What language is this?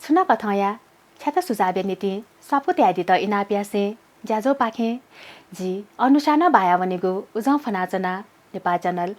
Newari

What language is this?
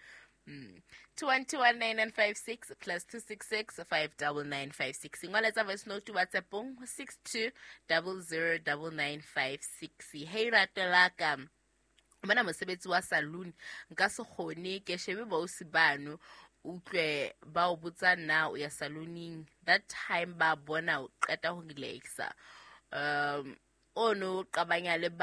Southern Sotho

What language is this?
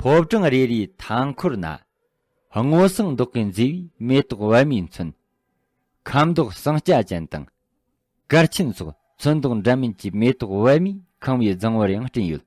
Tibetan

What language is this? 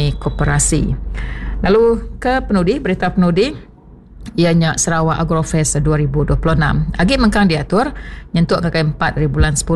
Iban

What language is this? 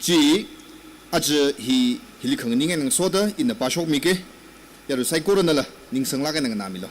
Tangkhul Naga (India)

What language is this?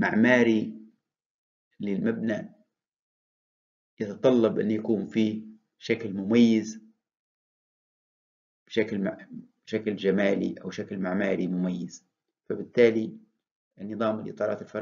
Arabic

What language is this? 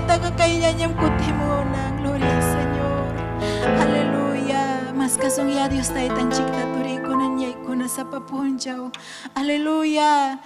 Ayacucho Quechua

